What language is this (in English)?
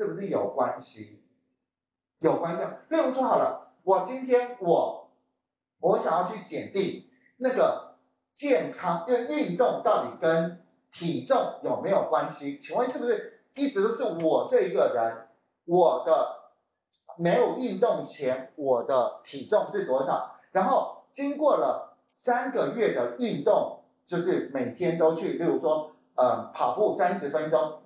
Chinese